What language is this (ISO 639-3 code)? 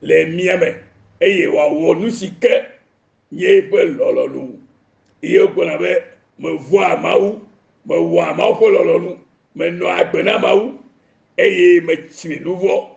ewe